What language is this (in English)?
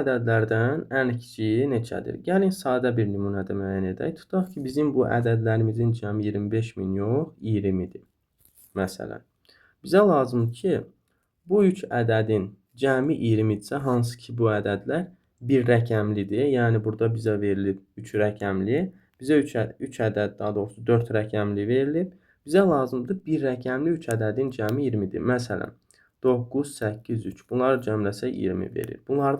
Azerbaijani